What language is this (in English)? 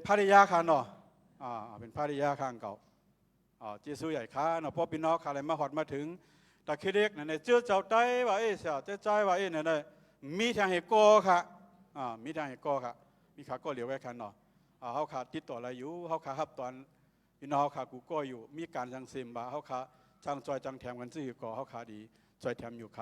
Shan